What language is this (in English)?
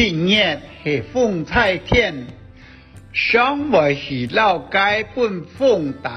Hakka Chinese